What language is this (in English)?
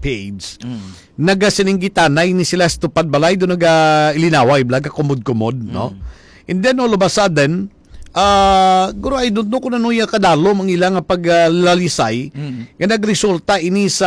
Hiligaynon